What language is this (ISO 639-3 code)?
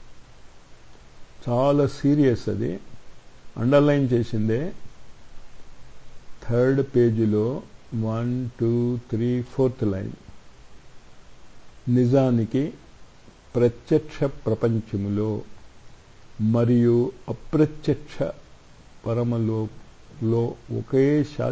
tel